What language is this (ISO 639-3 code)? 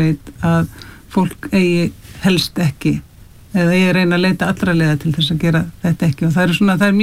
isl